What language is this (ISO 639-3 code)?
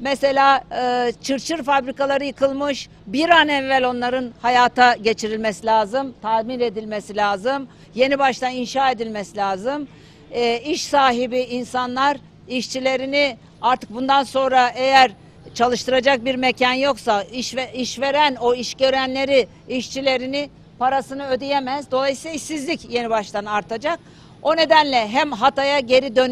tur